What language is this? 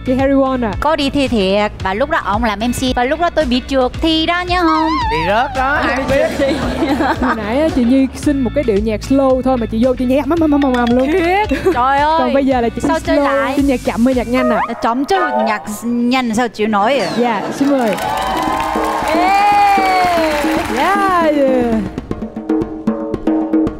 Vietnamese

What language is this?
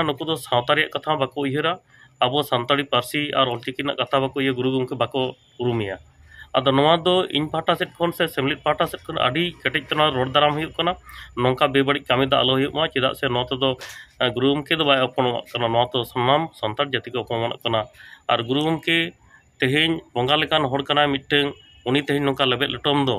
Santali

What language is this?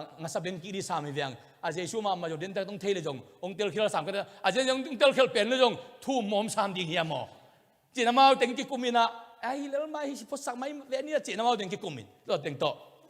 Tedim Chin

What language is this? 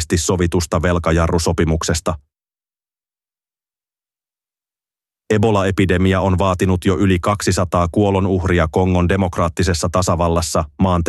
Finnish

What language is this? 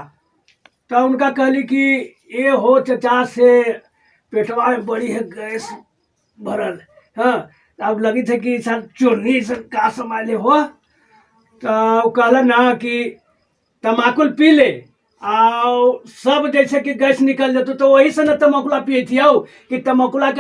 Magahi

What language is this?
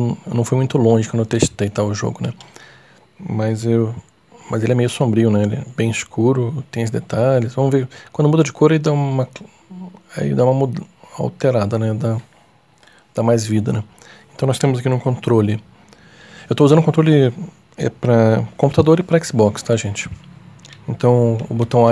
Portuguese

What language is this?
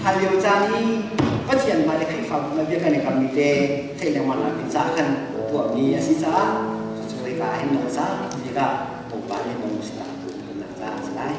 Hakha Chin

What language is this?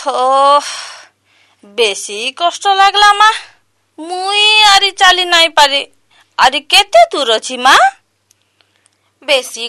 Odia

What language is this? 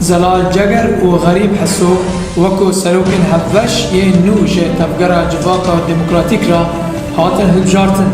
Kurdish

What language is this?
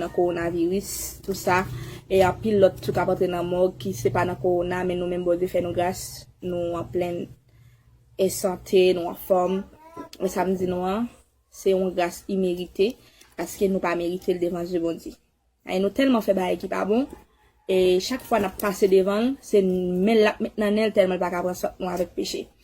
Haitian Creole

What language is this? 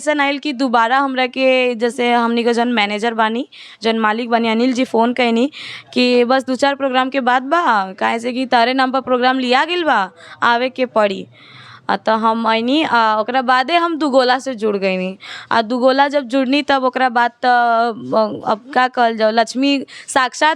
Bhojpuri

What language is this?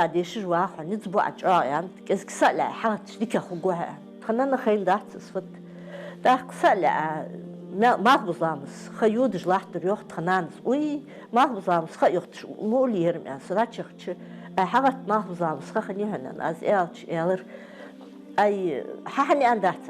Ingush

